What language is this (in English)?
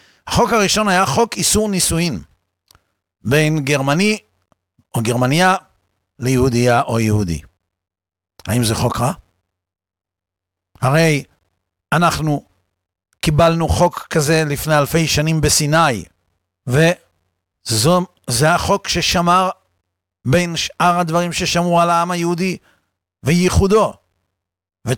Hebrew